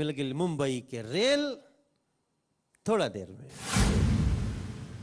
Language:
Bhojpuri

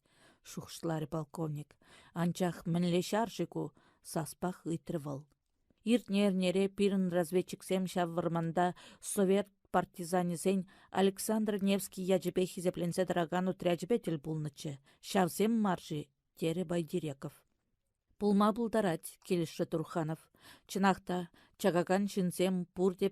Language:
Chuvash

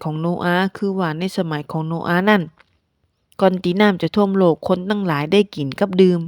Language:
Northern Thai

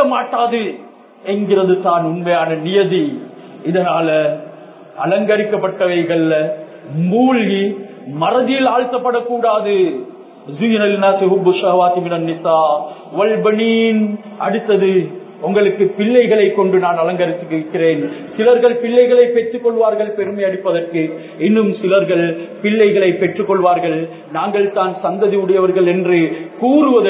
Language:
Tamil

